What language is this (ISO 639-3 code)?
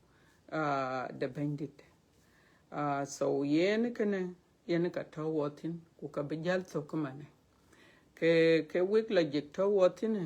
din